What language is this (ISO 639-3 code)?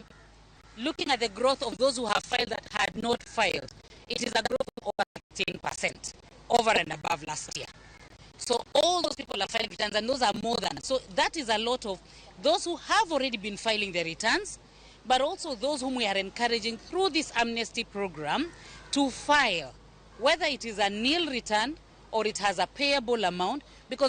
luo